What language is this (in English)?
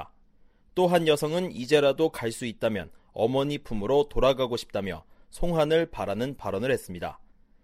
Korean